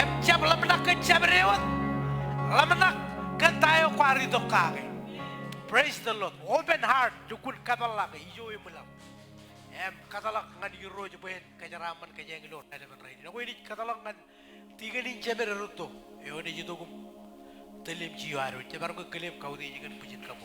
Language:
Marshallese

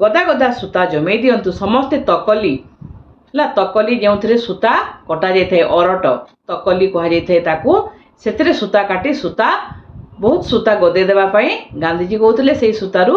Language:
Odia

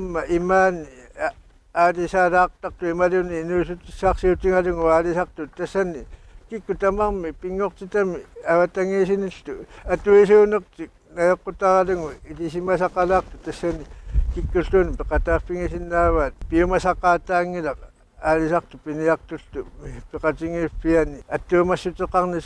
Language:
Kalaallisut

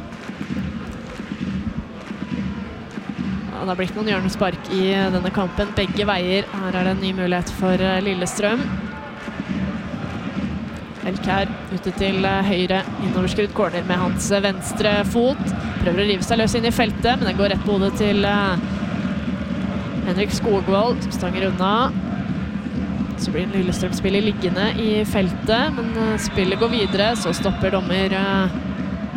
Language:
Norwegian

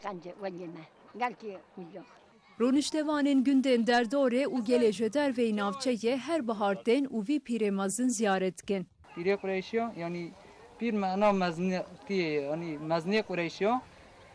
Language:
Kurdish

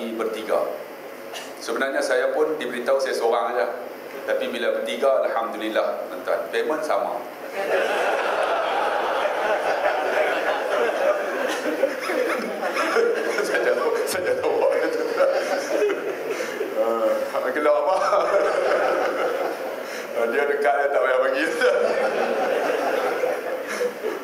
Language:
Malay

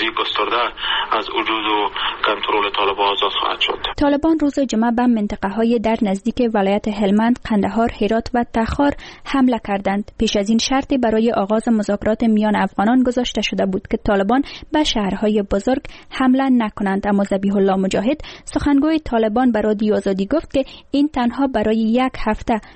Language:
Persian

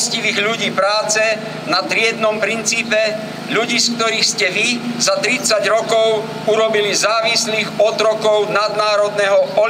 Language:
Slovak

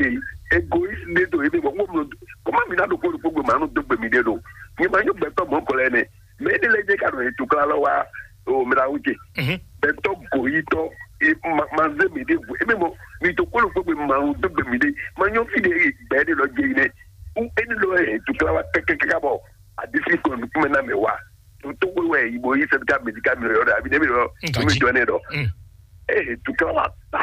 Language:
Fon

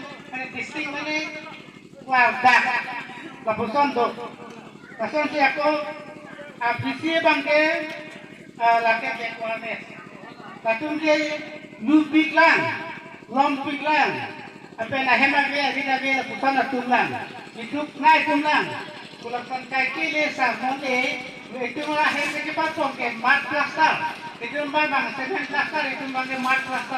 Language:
Karbi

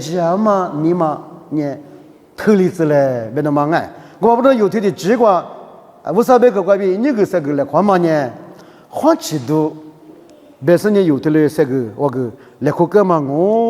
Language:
Lisu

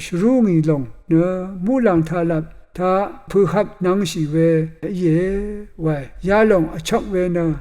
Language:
Rawang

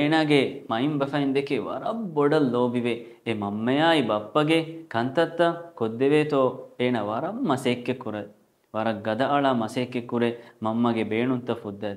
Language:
Divehi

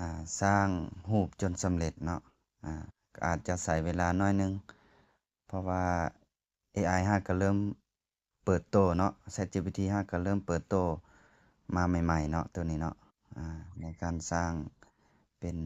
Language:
Lao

